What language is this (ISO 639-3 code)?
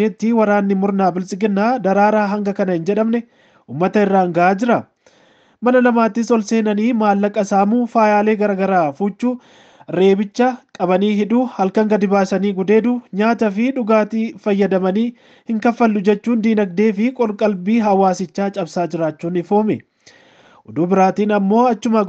orm